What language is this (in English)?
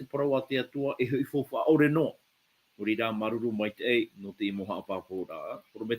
Tahitian